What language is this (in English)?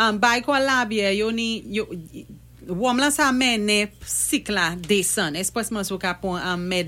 Saint Lucian Creole French